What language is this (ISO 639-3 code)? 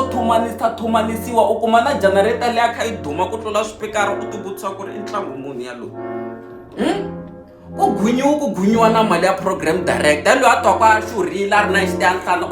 tso